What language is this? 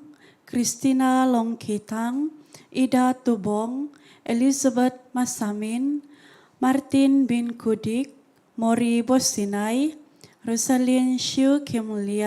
Central Dusun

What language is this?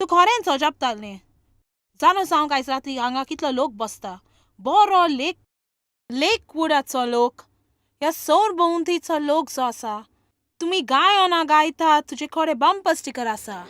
Konkani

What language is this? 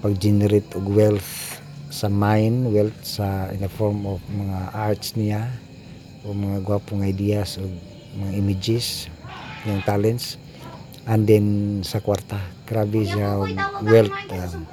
Cebuano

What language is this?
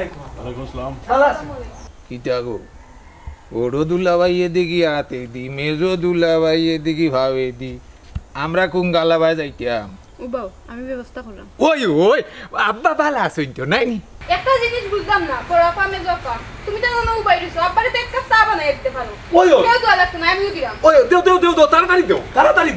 Sylheti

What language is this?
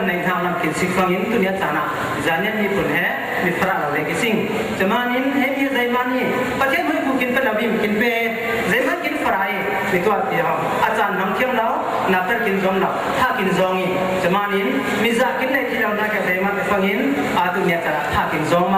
Falam Chin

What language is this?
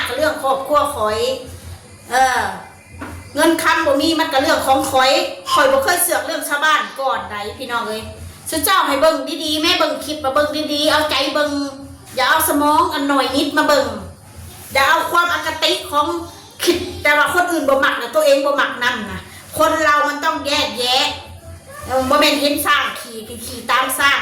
Northeastern Thai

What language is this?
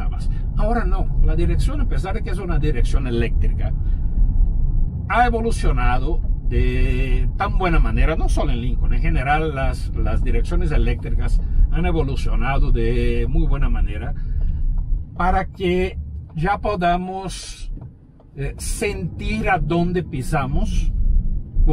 Spanish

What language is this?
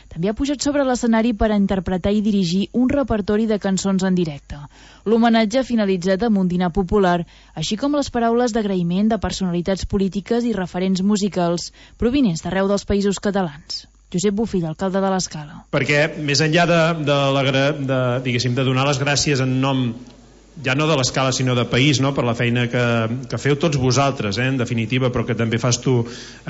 Catalan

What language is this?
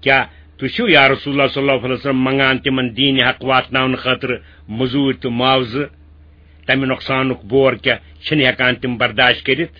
Kashmiri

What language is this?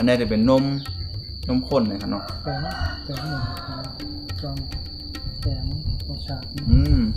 Shan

